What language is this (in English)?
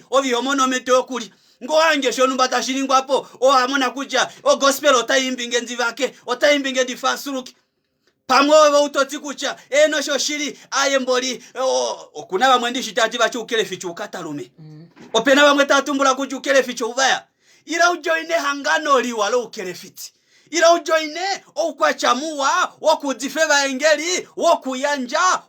Kuanyama